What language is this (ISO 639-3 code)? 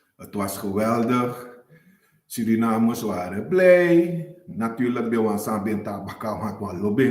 srn